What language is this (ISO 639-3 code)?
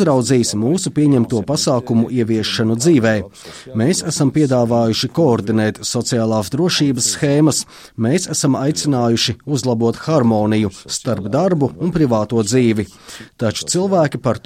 lav